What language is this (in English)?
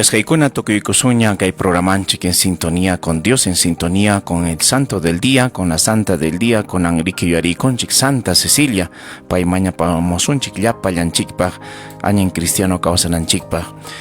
Ayacucho Quechua